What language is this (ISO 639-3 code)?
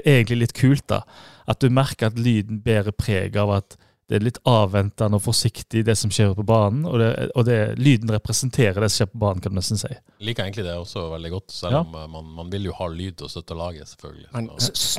nor